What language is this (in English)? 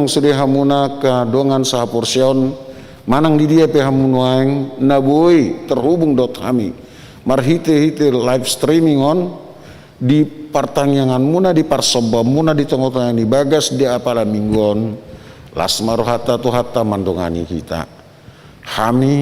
Batak Toba